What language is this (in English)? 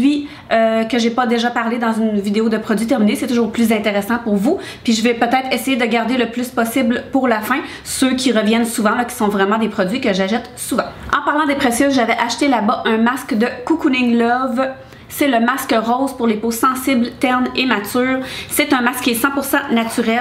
French